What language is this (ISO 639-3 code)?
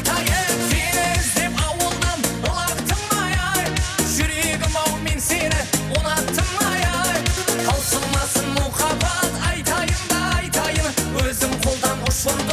kaa